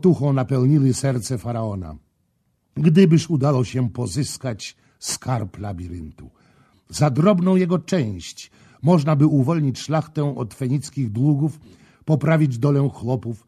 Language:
Polish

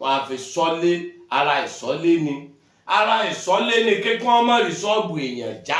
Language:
Yoruba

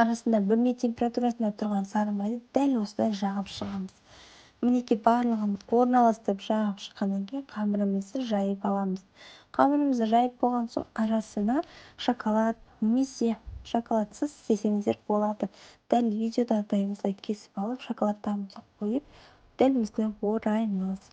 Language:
Kazakh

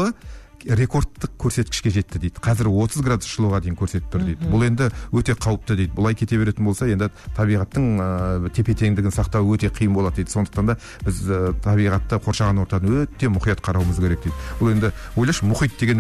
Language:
Kazakh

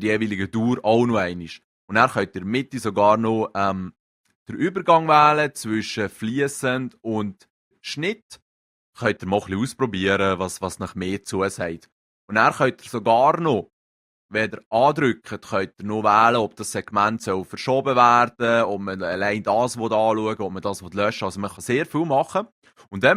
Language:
Swiss German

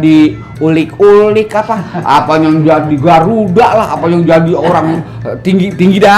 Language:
Betawi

